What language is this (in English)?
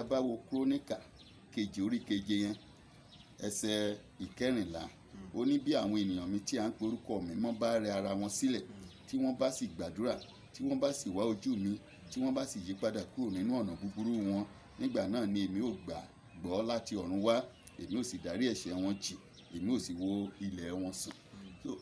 Yoruba